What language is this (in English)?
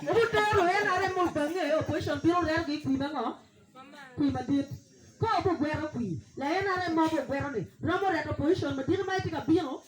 Acoli